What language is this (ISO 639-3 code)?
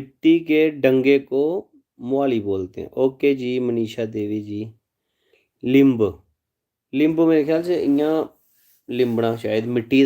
doi